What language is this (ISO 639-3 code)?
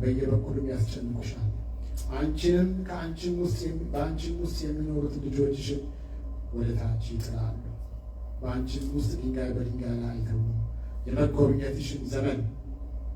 amh